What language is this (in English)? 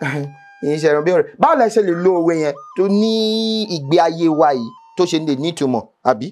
Yoruba